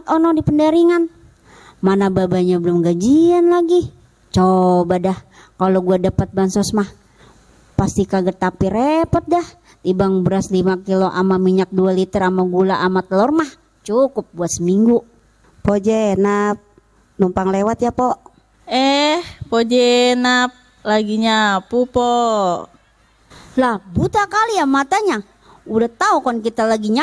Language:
Betawi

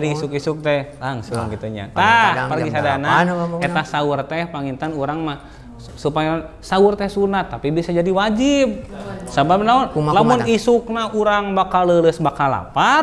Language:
Sundanese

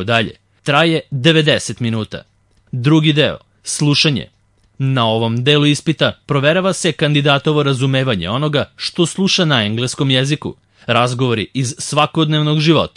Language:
Serbian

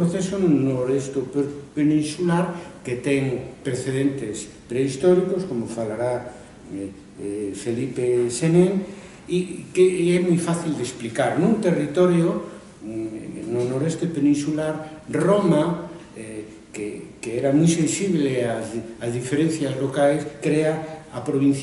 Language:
Galician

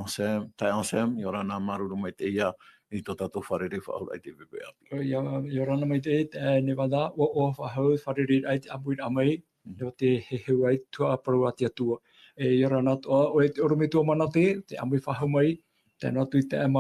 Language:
Tahitian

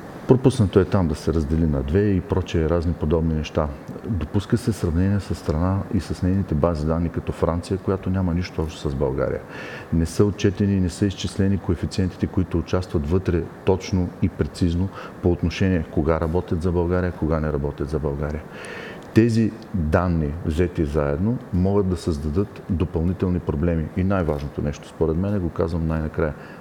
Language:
Bulgarian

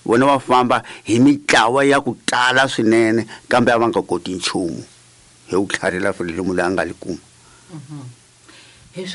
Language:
Tsonga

